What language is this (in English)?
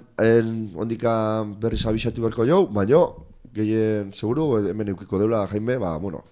Basque